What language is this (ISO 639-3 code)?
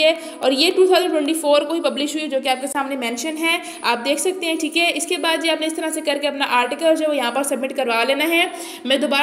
hin